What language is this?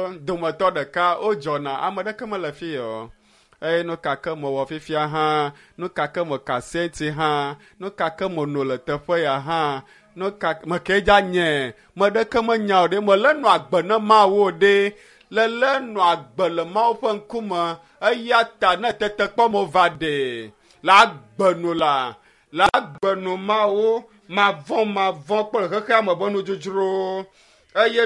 Ewe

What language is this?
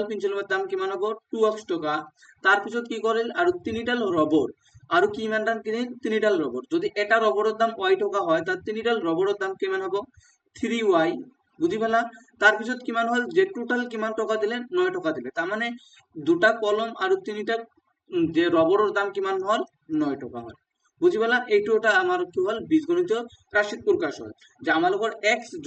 Assamese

